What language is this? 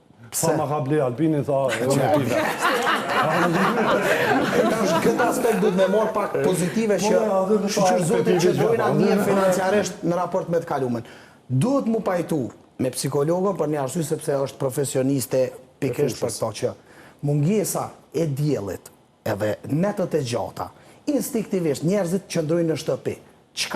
Albanian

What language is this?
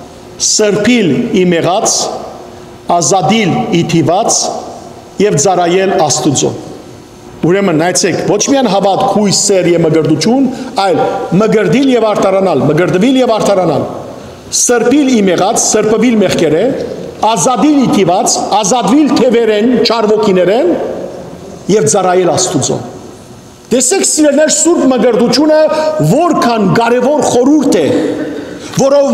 Western Armenian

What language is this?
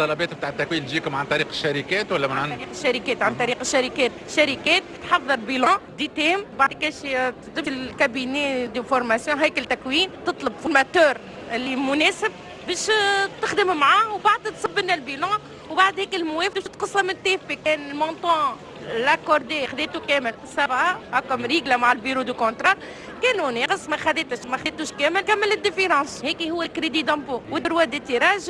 Tunisian Arabic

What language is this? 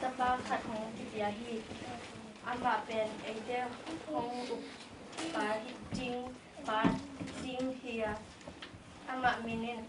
Tedim Chin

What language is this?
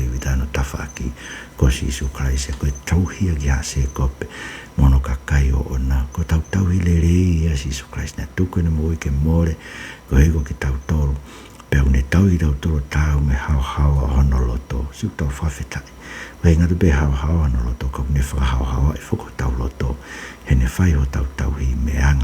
Tongan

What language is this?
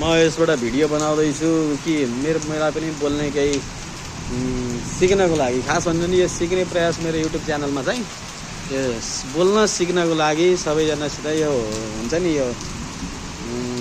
Nepali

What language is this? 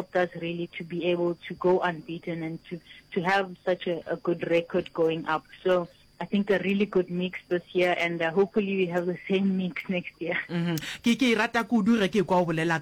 Northern Sotho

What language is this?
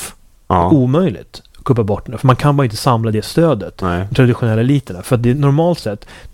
Swedish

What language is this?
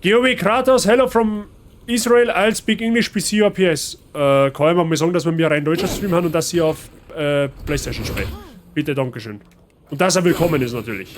Bavarian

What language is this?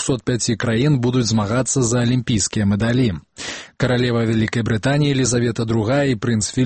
Belarusian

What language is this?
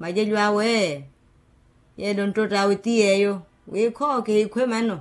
Makhuwa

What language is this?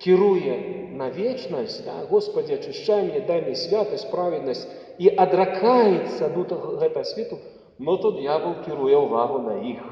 Belarusian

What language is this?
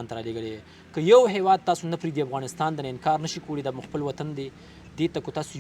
Pashto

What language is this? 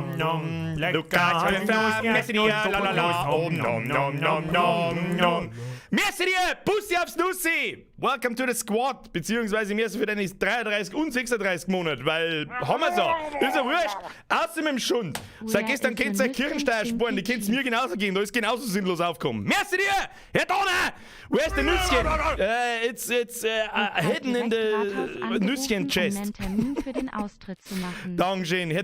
Bavarian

